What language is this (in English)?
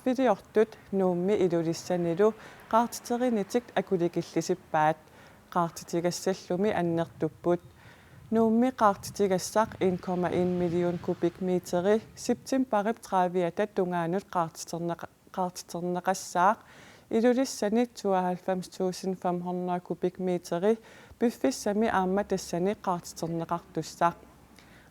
Kalaallisut